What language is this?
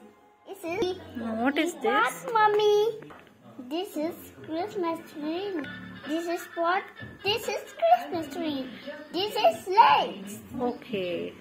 Kannada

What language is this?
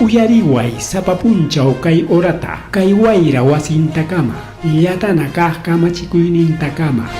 Ayacucho Quechua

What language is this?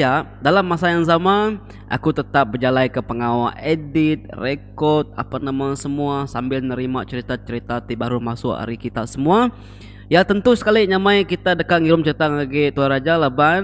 Iban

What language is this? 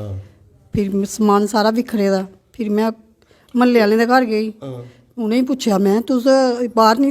Dogri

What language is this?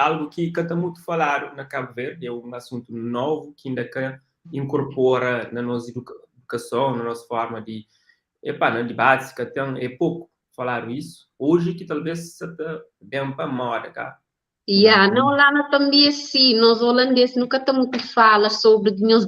Kabuverdianu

